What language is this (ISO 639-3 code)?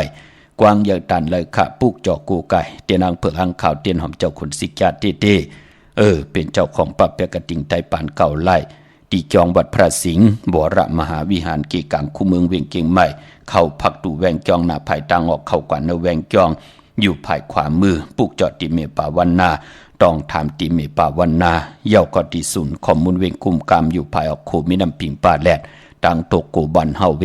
shn